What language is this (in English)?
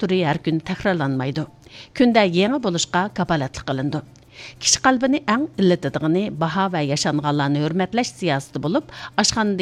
Uyghur